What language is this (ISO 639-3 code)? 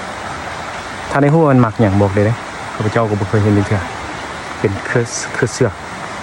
lao